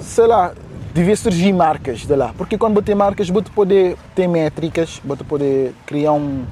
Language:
Kabuverdianu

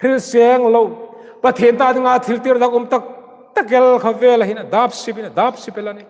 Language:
Hmar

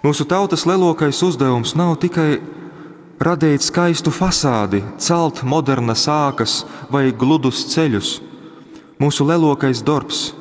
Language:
Latgalian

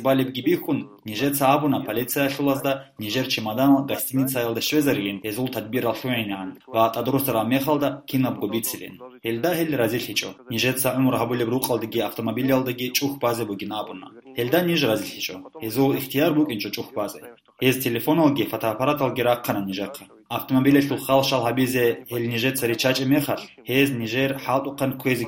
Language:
Avaric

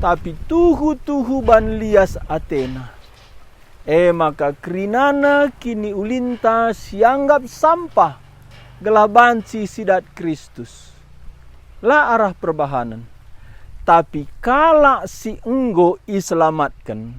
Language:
Batak Karo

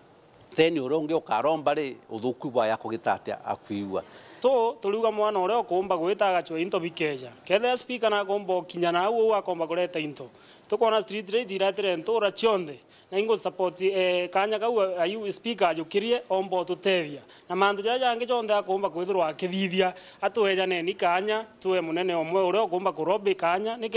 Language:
Meru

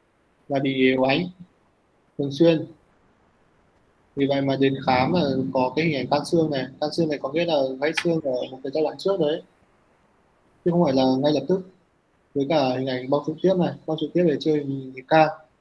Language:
Vietnamese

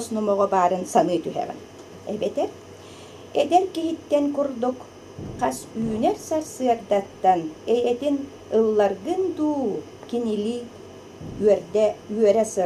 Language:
Yakut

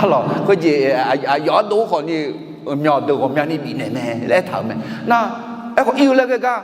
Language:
Akha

